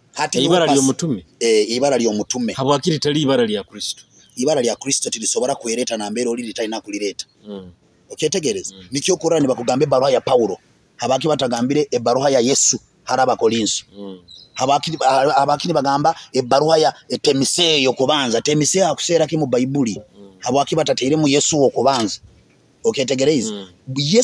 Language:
Nyoro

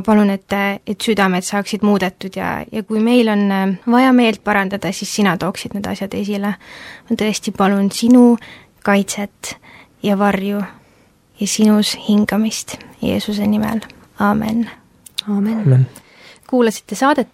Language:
Estonian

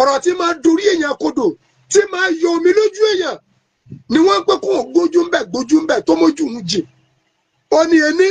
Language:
Yoruba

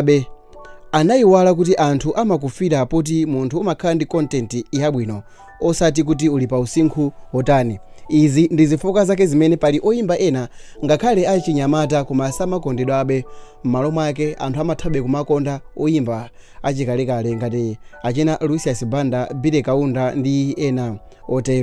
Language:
Nyanja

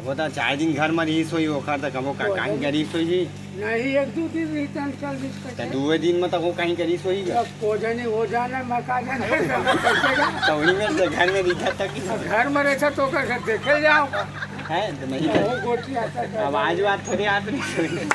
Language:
Chhattisgarhi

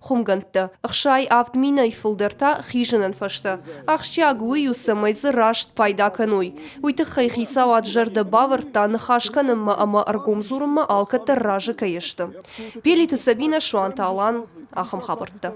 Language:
Ossetic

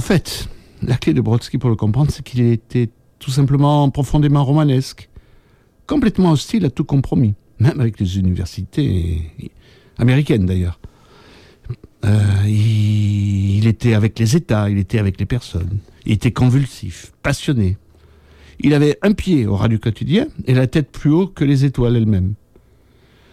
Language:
French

